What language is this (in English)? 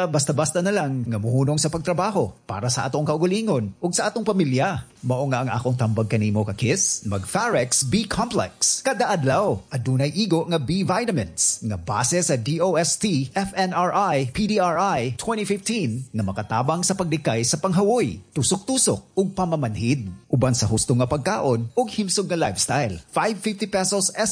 Cebuano